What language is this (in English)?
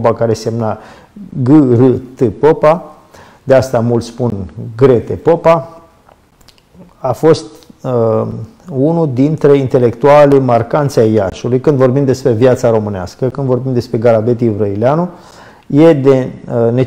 Romanian